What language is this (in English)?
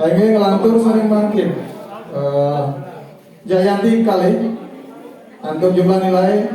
Balinese